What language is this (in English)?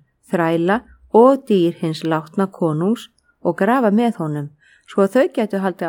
Icelandic